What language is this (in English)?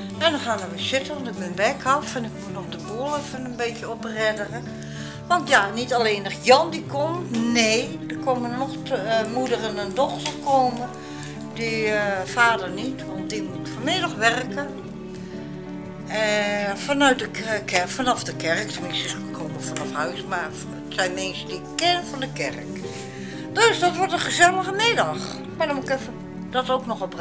Dutch